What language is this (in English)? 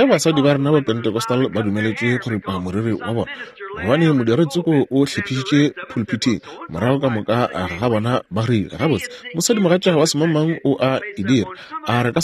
Northern Sotho